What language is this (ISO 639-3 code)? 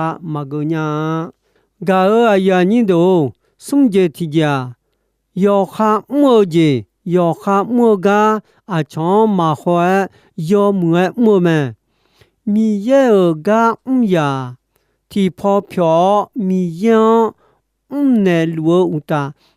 ahk